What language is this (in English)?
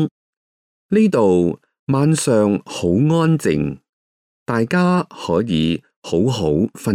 Cantonese